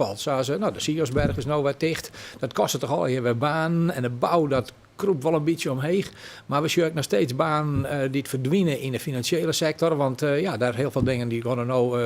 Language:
Western Frisian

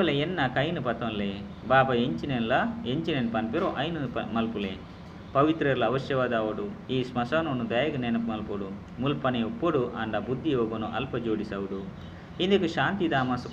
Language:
Tulu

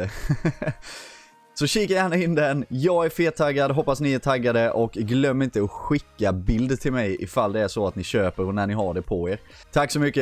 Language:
Swedish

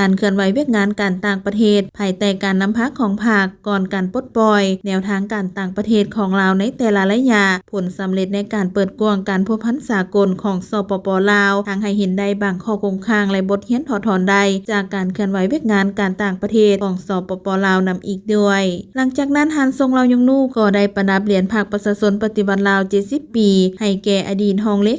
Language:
Lao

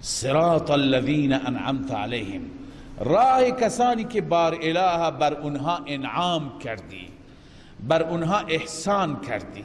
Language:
Persian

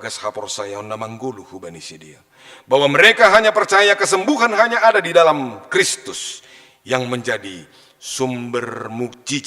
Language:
Batak Simalungun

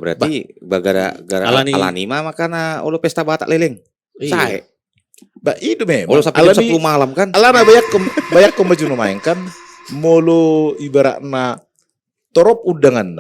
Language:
Batak Toba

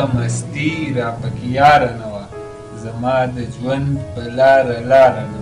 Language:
Pashto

